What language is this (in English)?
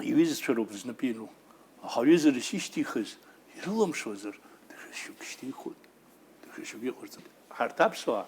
Abkhazian